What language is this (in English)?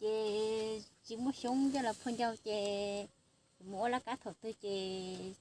Hmong